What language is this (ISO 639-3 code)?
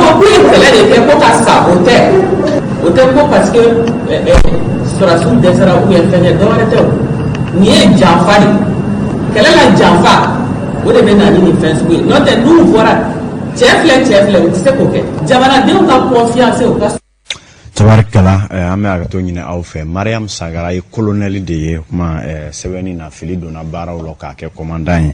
bam